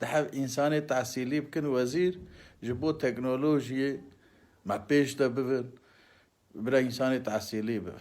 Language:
Kurdish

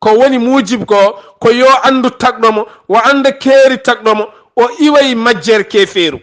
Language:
Fula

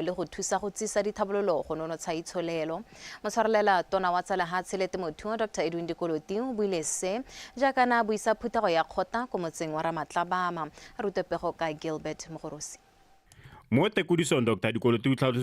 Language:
Tswana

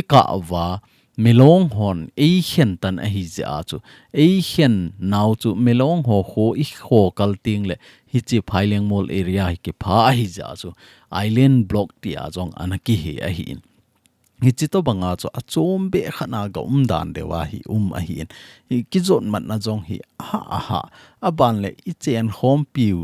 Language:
Thado Chin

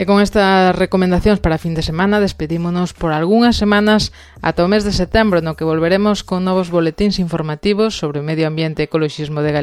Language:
Galician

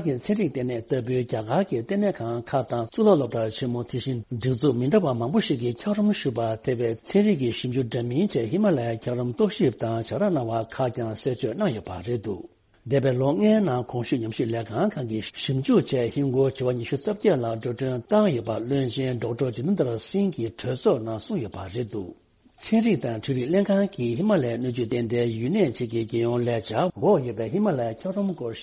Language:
Tibetan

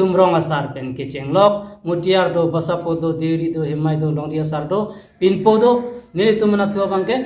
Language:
Karbi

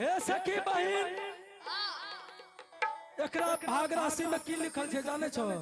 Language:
Angika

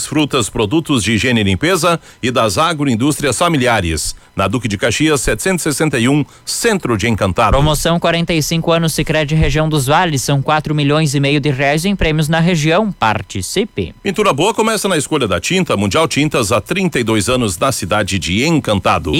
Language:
Portuguese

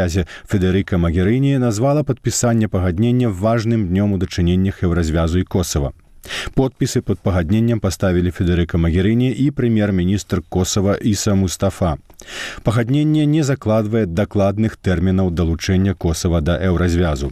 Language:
Belarusian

